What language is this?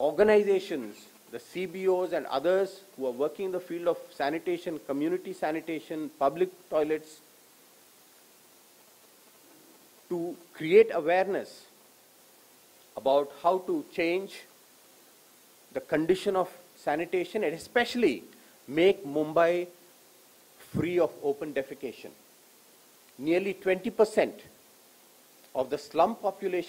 English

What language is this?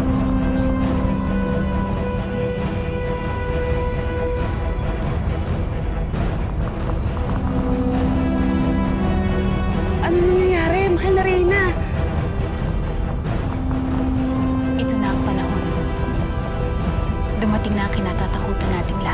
Filipino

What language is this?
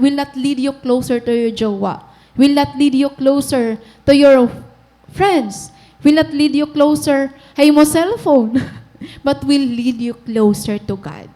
Waray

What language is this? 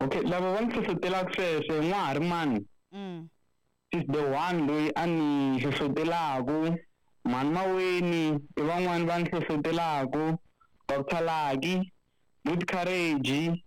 Tsonga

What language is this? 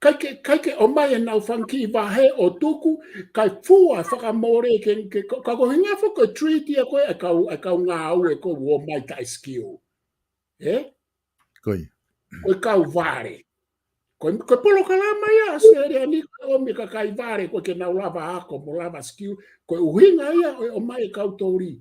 Tongan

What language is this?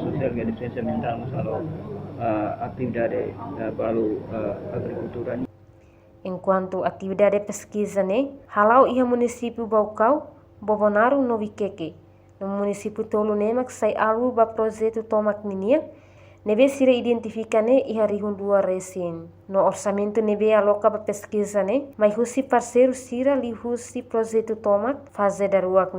Tetum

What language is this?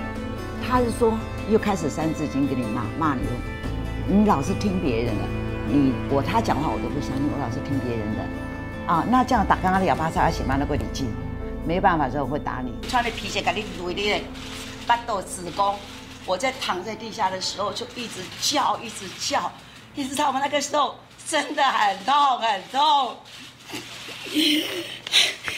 Chinese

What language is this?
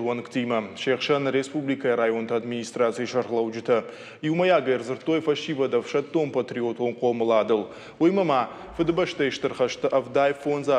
Ossetic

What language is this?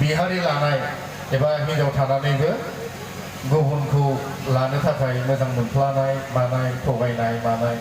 Bodo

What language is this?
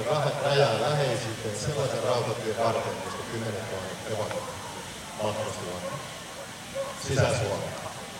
Finnish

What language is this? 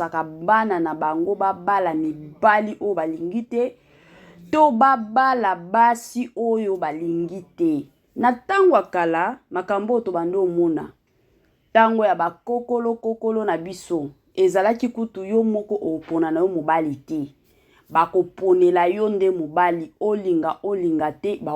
Lingala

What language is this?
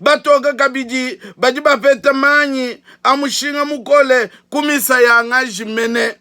Luba-Lulua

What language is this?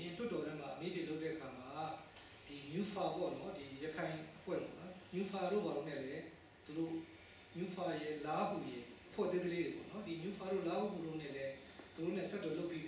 Burmese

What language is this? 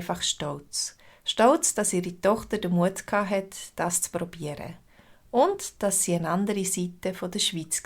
Swiss German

